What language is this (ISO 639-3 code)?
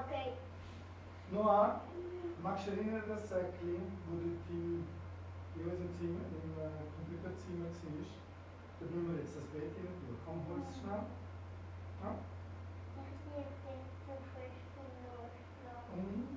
gsw